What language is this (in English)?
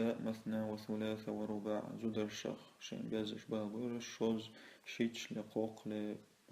Chechen